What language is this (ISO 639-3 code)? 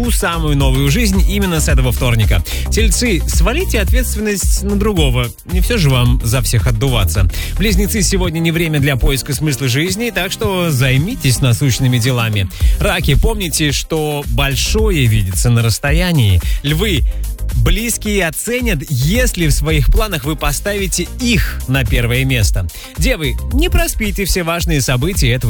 rus